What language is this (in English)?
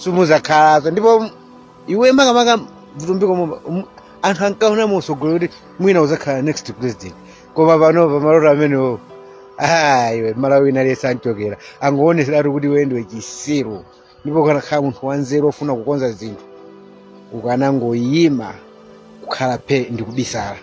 Nyanja